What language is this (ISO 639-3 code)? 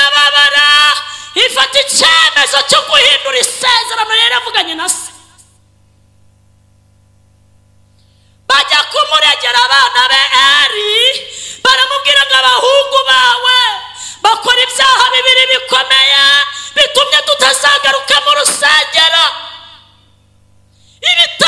kin